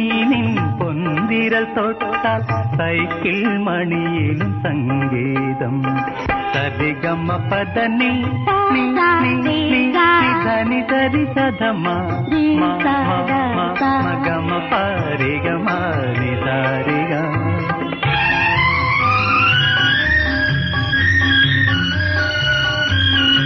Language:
Malayalam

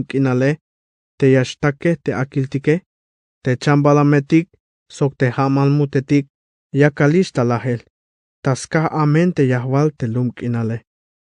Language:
Tzeltal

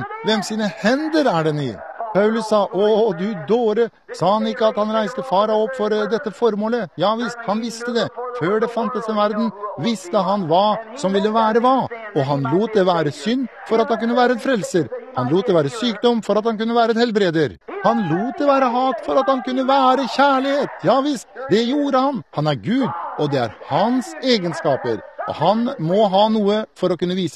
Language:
Norwegian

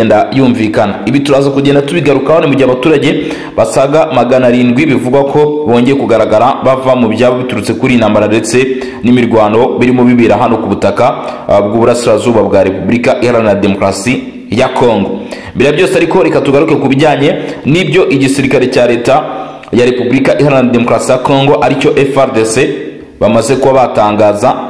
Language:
Kinyarwanda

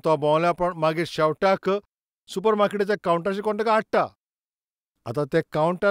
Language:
Konkani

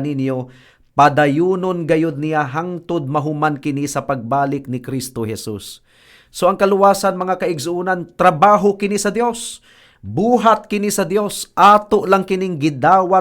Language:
Cebuano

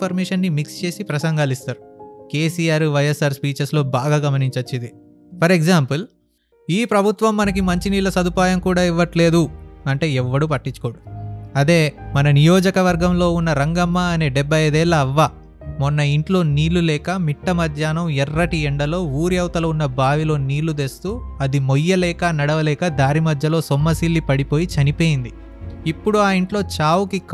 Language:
Telugu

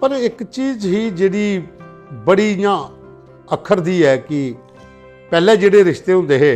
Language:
Dogri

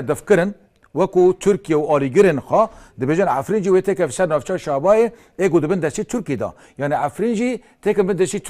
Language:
Kurdish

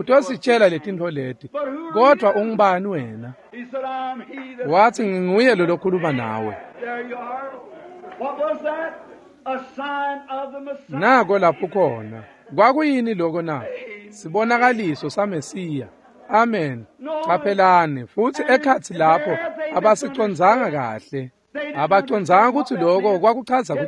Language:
Swati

